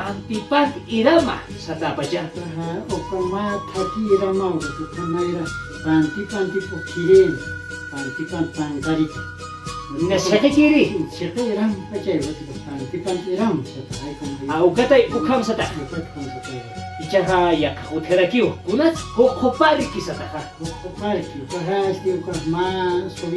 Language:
Aymara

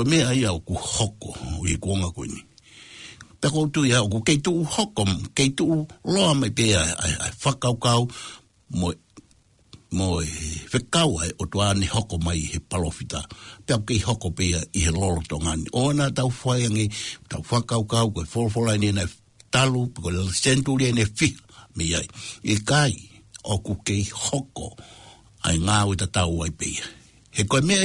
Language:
Tongan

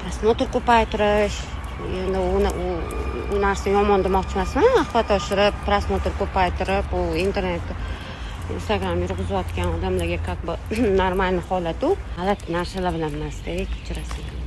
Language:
Uzbek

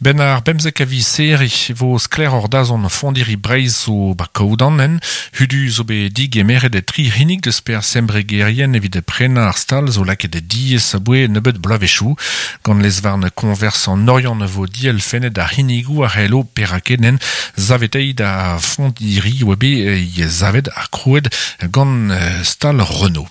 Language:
Breton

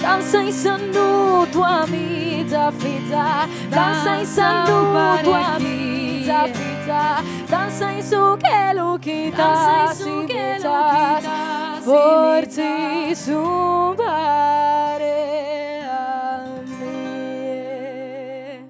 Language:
Sardinian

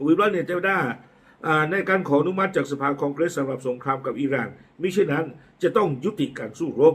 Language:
S'gaw Karen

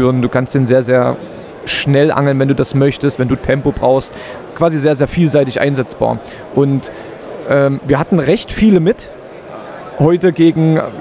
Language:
Swiss German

